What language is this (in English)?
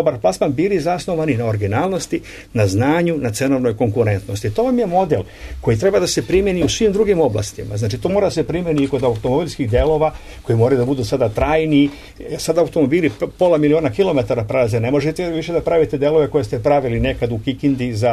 Serbian